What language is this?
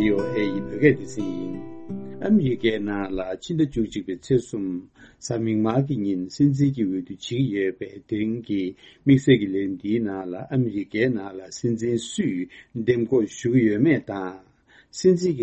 Tibetan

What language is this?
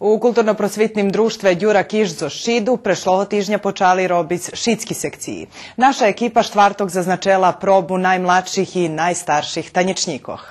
Rusyn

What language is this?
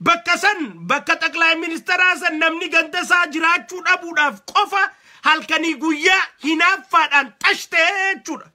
Oromo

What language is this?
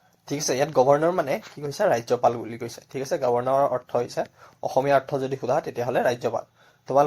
Assamese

